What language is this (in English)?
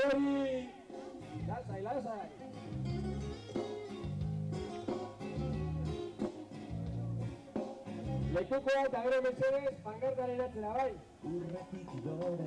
Basque